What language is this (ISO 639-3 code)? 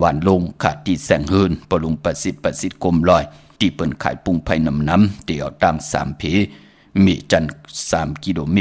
shn